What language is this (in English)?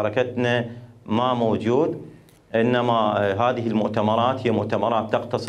Mesopotamian Arabic